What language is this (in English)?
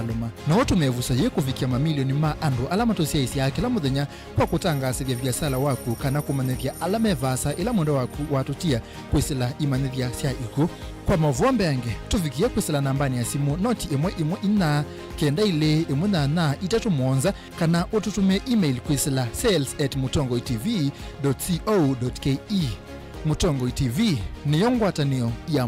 Kamba